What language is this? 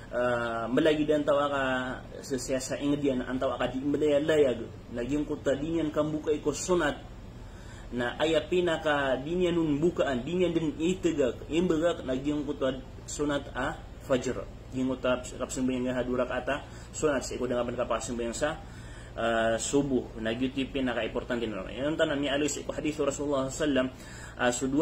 Maranao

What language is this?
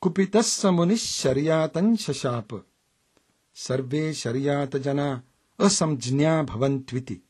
Sanskrit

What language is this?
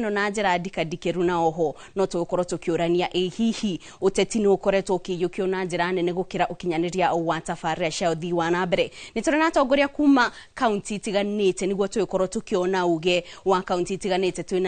Kikuyu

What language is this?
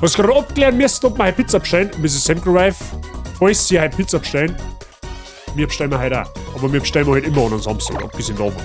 Bavarian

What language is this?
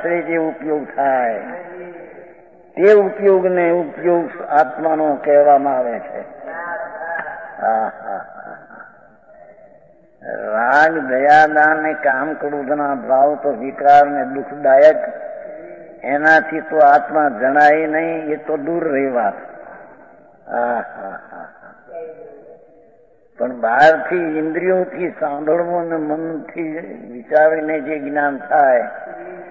Gujarati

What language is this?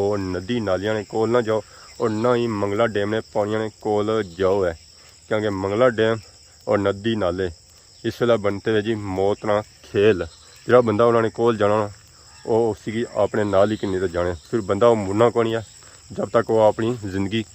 Pahari-Potwari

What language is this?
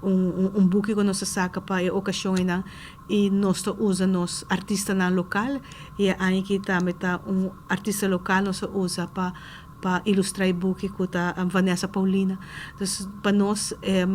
Papiamento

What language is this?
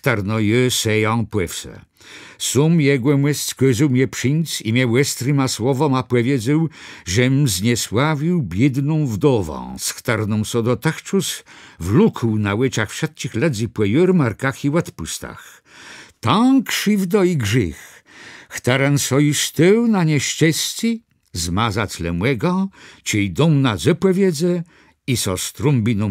Kashubian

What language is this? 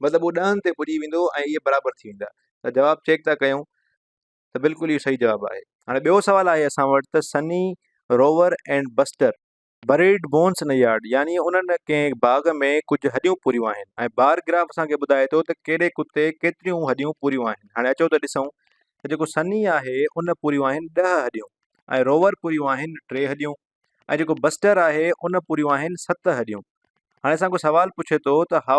Sindhi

